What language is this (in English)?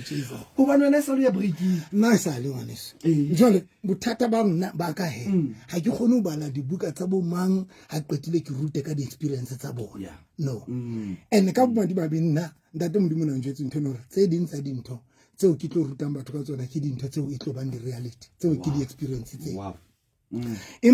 Southern Sotho